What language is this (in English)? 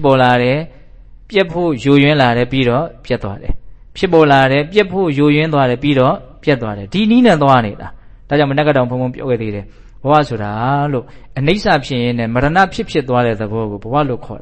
Burmese